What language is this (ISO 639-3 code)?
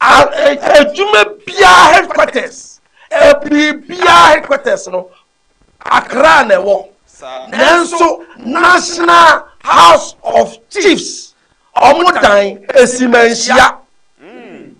aka